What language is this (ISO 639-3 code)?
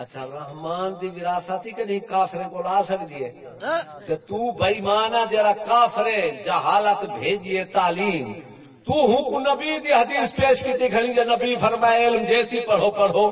skr